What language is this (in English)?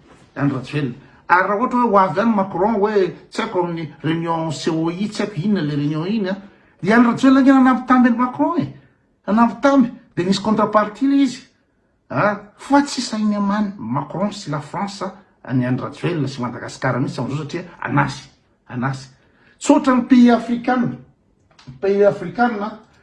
Malagasy